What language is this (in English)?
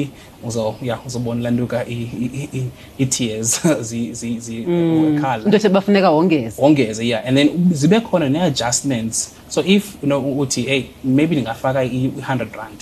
Xhosa